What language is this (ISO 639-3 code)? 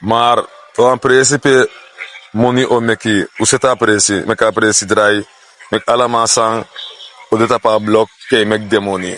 srn